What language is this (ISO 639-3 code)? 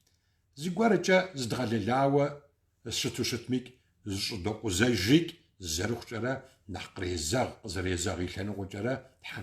kbd